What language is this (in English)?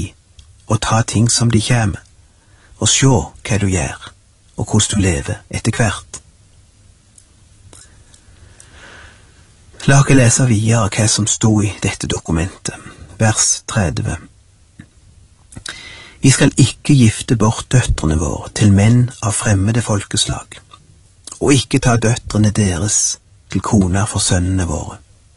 Norwegian